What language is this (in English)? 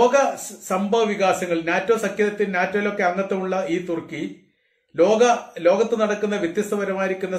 Malayalam